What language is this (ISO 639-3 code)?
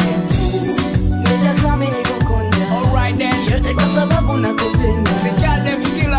swa